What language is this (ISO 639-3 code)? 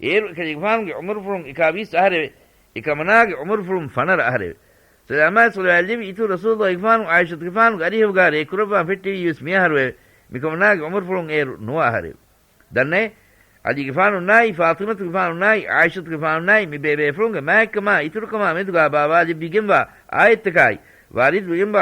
div